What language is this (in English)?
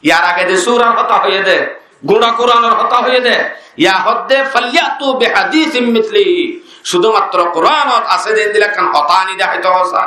Rohingya